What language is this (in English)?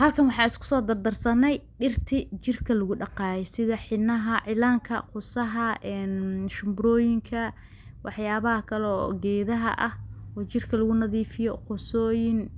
Somali